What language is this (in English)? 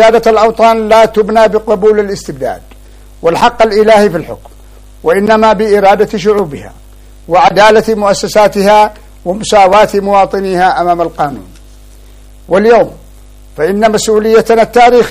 Arabic